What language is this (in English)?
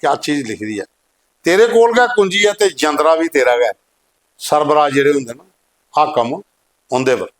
Dogri